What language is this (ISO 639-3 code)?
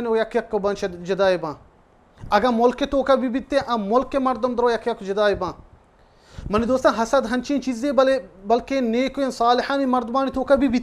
bal